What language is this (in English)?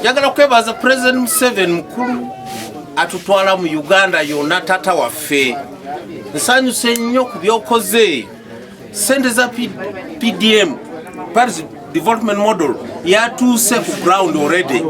Ganda